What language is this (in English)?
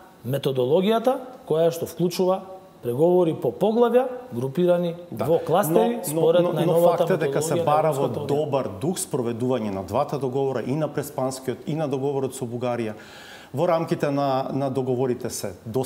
Macedonian